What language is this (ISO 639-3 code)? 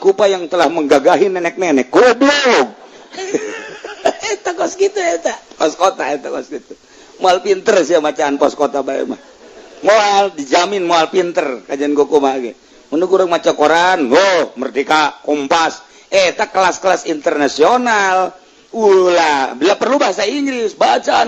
sun